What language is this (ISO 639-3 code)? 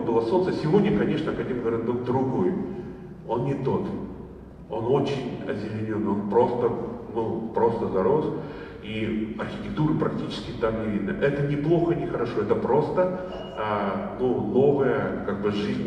rus